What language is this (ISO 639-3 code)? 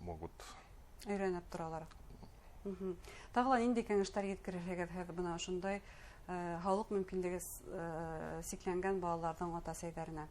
bak